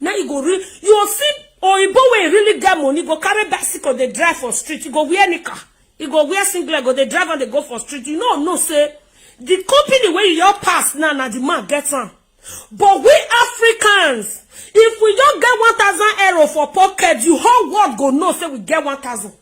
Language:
Nigerian Pidgin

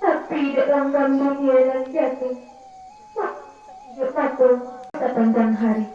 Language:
Minangkabau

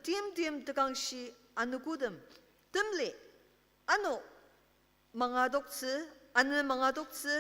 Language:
Ao Naga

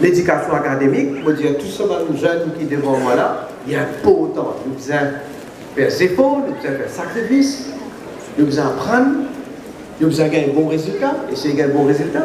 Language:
Morisyen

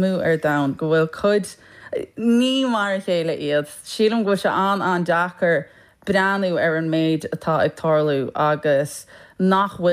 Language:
Irish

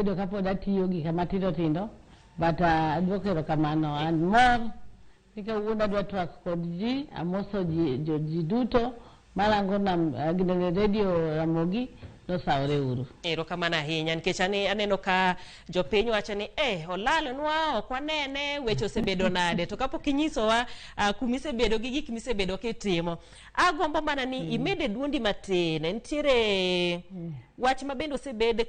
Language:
Luo (Kenya and Tanzania)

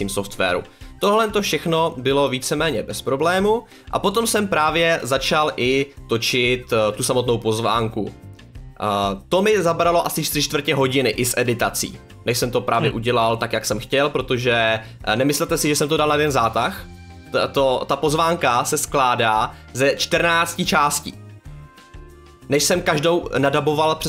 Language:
Czech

